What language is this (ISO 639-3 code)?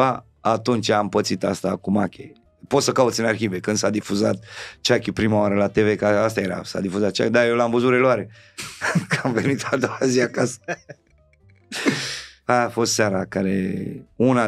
ron